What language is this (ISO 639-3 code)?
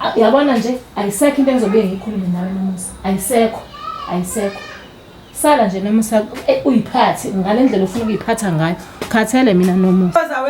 zul